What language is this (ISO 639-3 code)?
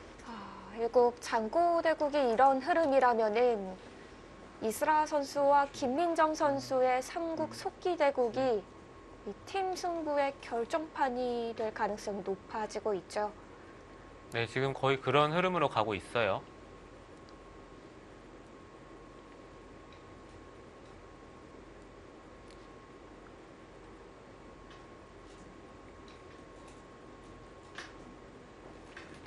kor